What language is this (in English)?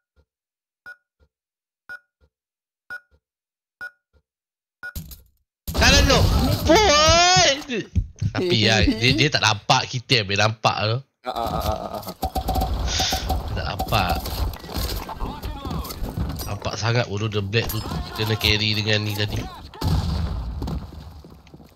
Malay